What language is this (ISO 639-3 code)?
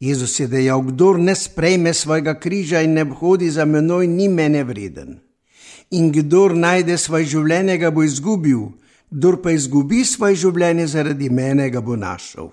slv